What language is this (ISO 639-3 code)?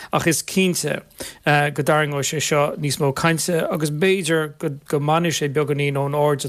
gle